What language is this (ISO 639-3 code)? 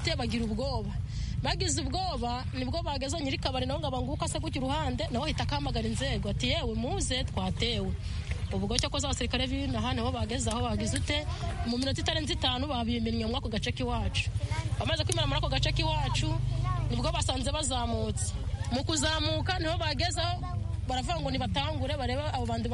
kin